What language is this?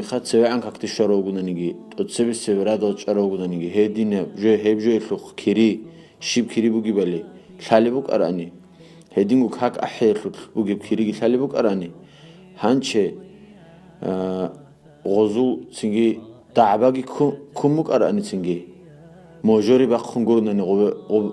Avaric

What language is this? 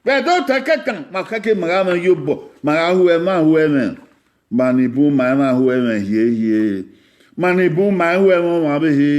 Bini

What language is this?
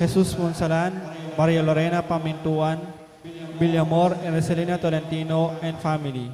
Pampanga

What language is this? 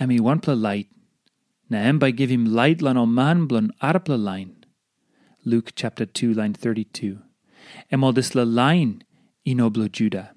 Tok Pisin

